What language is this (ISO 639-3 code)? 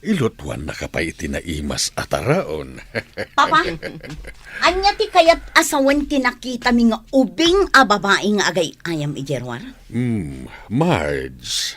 ilo